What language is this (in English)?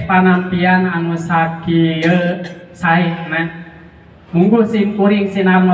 Sundanese